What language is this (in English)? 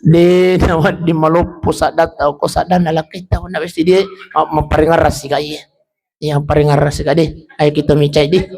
Buginese